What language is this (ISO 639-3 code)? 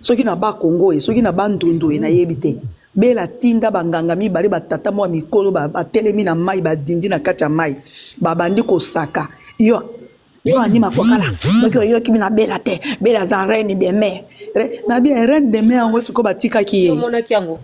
lin